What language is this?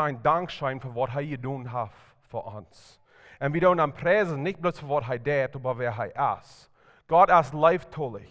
Plautdietsch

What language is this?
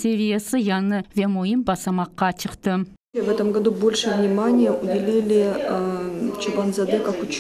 Crimean Tatar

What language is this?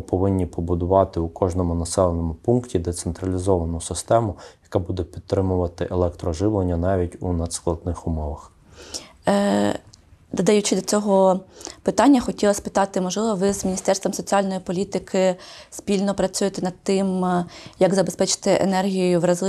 Ukrainian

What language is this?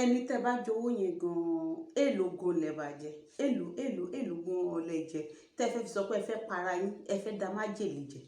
Yoruba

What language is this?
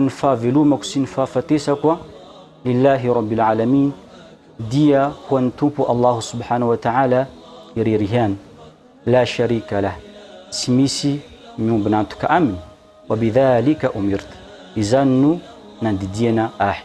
Malagasy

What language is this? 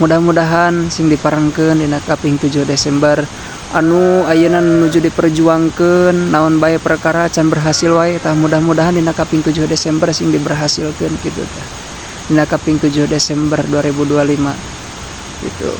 Sundanese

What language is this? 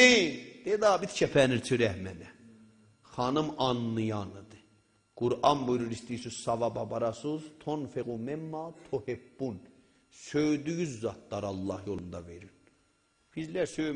South Azerbaijani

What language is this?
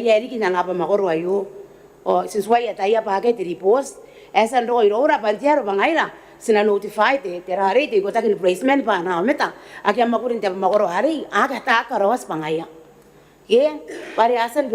Gilbertese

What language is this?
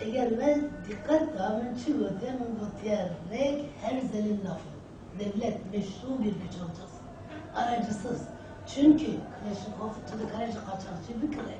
Kurdish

